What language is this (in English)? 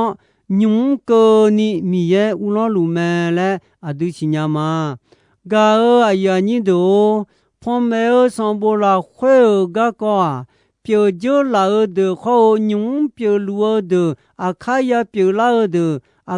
Akha